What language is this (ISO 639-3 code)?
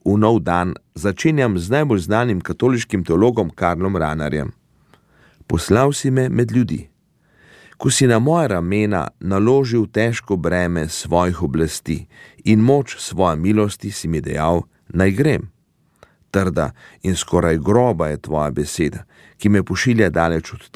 slv